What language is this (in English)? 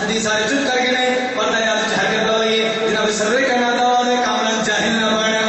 Urdu